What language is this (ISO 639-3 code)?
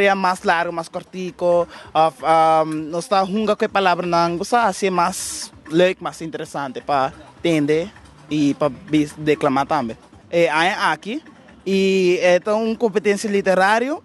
pap